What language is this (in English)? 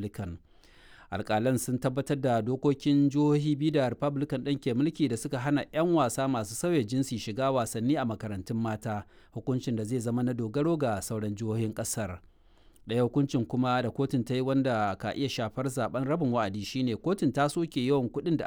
Hausa